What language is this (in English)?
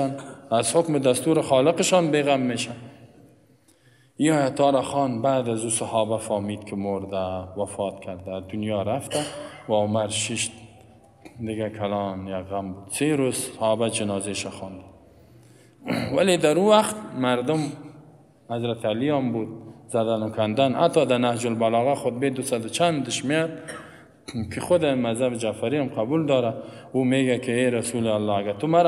Persian